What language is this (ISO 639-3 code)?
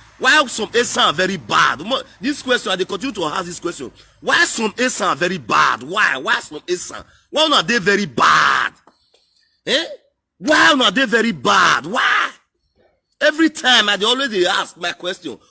pcm